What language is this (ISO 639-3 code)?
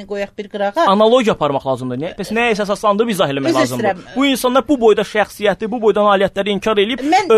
aze